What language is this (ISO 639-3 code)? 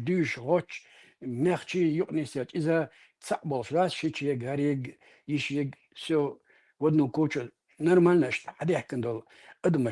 che